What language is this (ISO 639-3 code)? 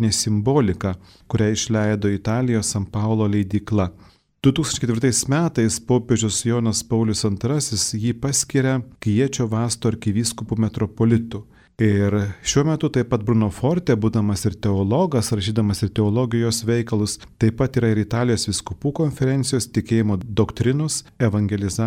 lit